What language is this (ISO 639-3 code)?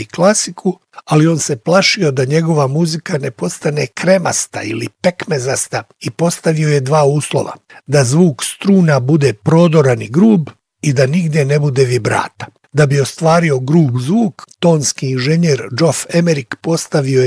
bos